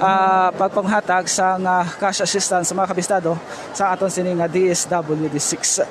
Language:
Hiligaynon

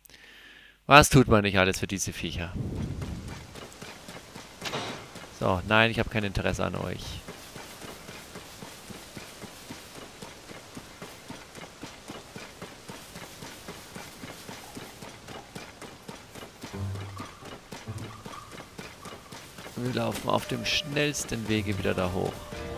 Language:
German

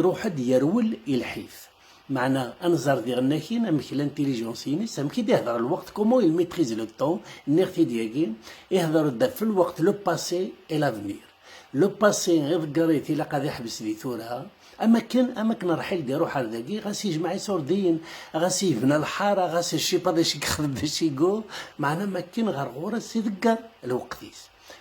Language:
Kabyle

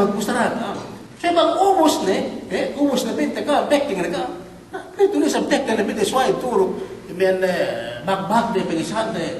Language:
Yakan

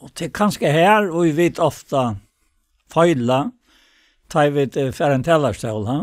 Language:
Faroese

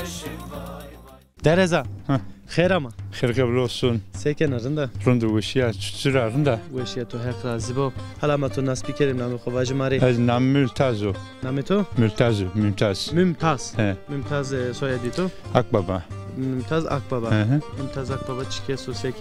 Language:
Zaza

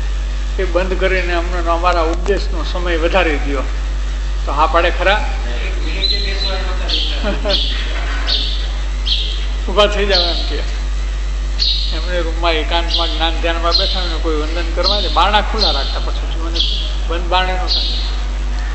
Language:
Gujarati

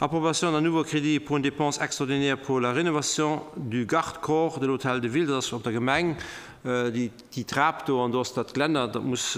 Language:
Luxembourgish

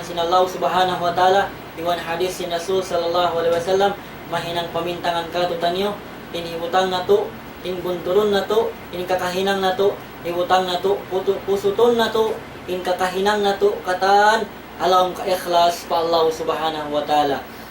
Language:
Tausug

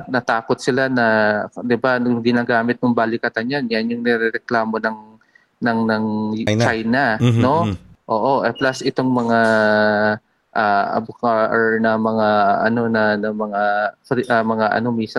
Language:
Filipino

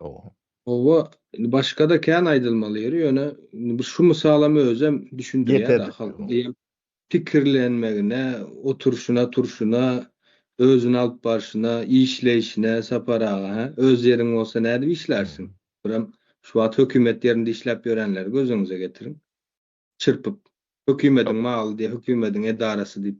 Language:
Turkmen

